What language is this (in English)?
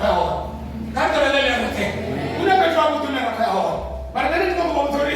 Venda